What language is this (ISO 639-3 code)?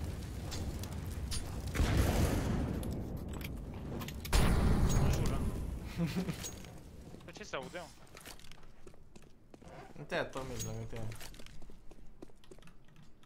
ron